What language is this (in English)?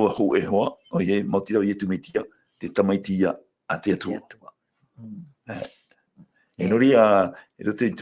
Tahitian